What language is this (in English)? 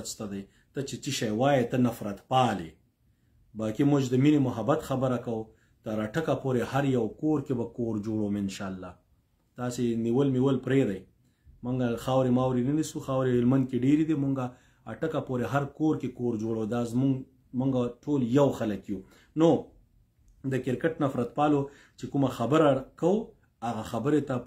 Pashto